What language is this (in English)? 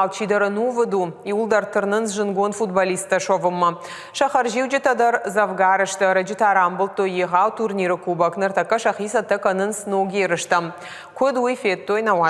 Ossetic